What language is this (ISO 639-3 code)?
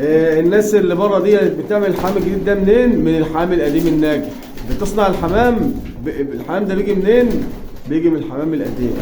arz